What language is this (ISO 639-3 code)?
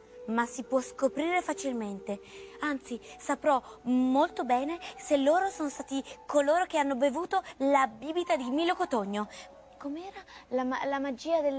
ita